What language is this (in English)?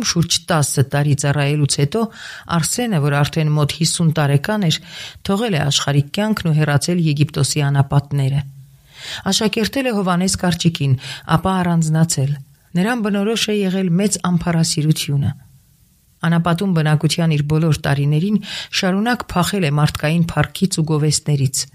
Armenian